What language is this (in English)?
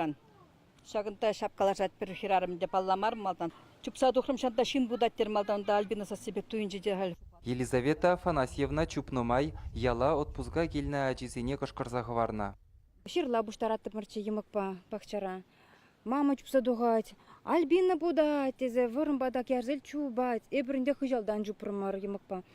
Chuvash